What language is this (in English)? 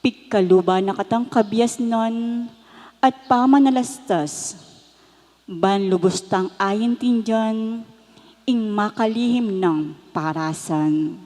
Pampanga